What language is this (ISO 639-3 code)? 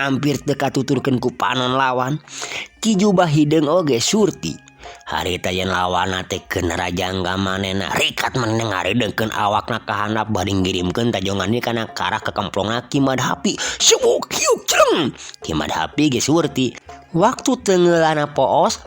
sun